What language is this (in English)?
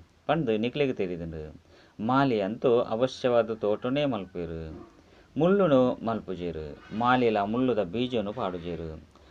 Tulu